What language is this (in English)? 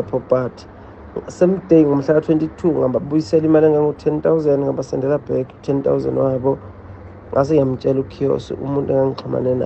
Zulu